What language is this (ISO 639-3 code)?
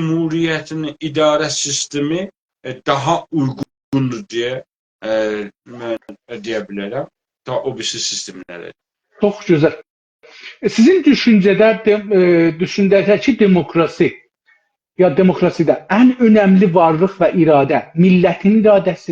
azb